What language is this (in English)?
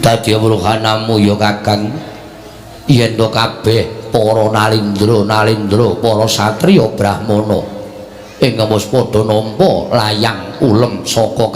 Javanese